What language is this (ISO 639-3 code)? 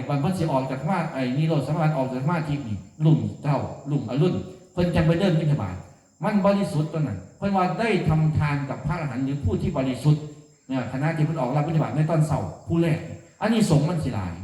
tts